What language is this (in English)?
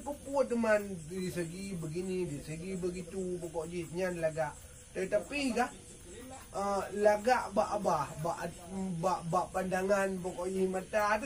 Achinese